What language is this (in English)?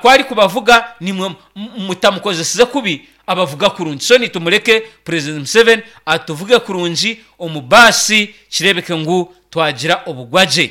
Nyankole